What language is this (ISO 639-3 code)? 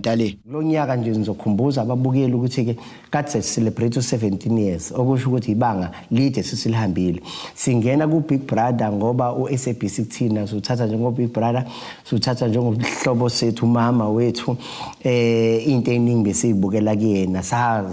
zul